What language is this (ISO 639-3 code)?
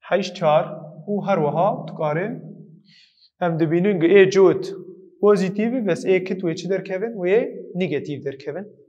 kur